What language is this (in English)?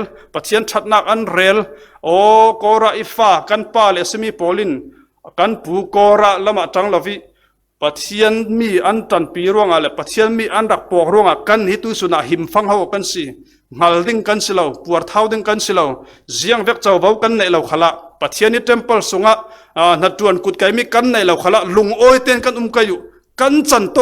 Falam Chin